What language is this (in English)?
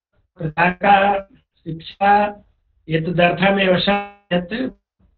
Sanskrit